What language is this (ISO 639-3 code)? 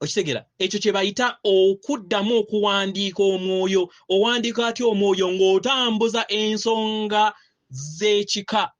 lug